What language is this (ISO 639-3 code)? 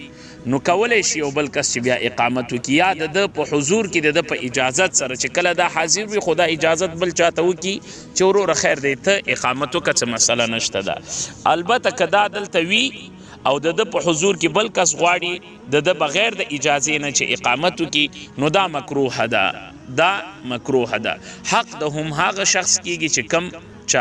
pus